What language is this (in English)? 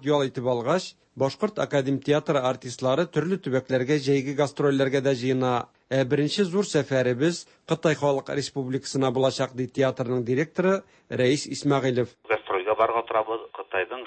Tatar